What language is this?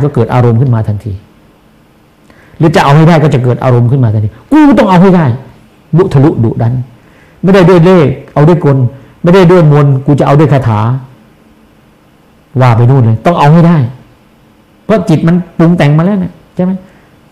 Thai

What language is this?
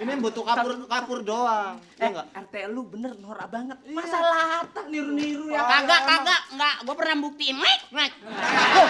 Betawi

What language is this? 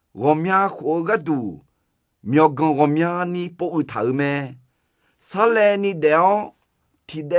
Akha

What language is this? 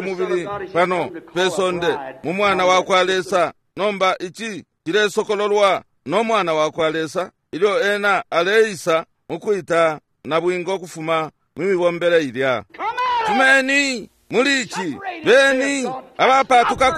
Bemba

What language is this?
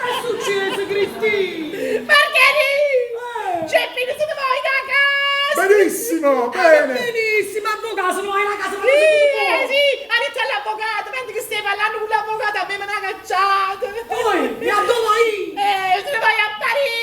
Neapolitan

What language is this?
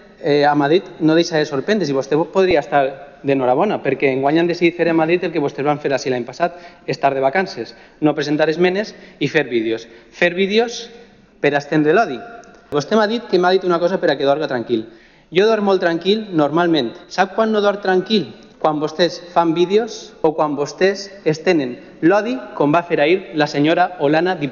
Catalan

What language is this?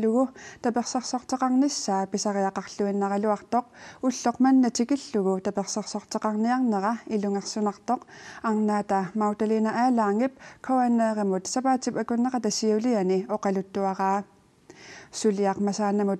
Kalaallisut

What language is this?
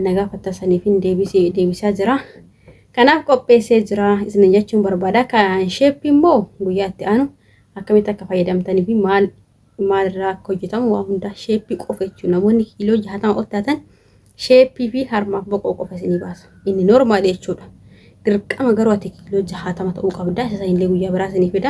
Oromo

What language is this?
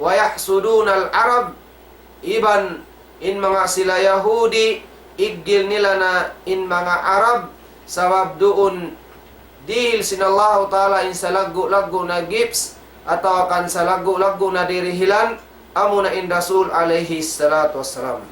Tausug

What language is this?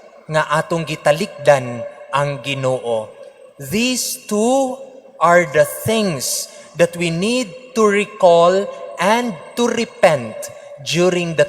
Cebuano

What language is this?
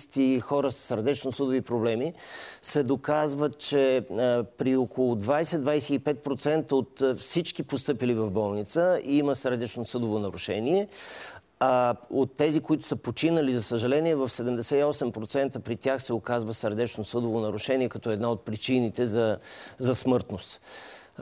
Bulgarian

